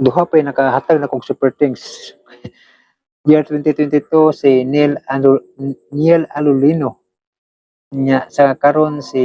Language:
Cebuano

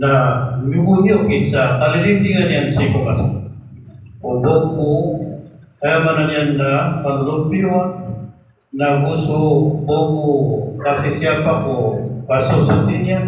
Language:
Maranao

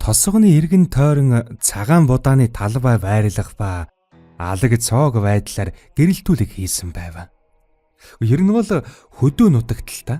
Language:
Mongolian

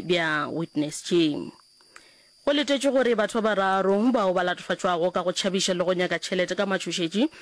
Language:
Northern Sotho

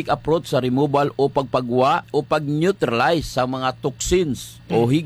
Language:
Hiligaynon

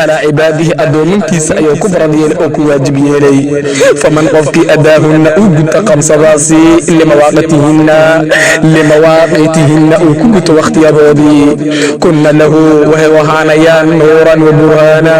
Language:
Somali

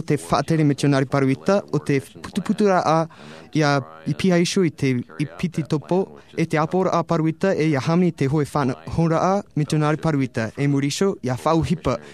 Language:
Tahitian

